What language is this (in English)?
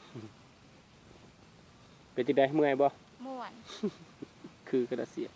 Lao